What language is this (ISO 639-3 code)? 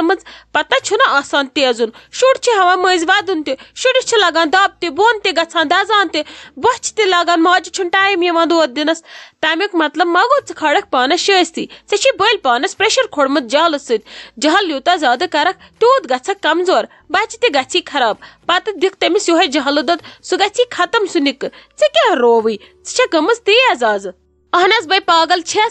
kas